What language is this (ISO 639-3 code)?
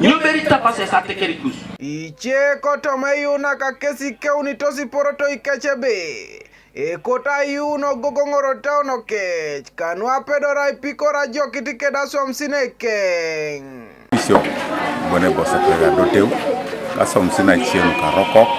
teo